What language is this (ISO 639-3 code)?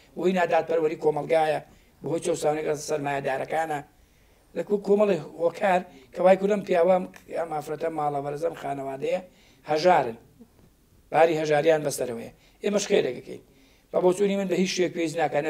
ckb